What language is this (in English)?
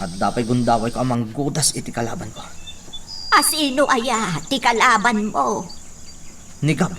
Iloko